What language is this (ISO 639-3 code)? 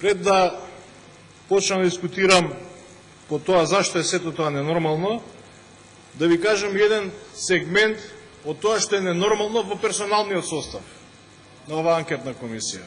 mkd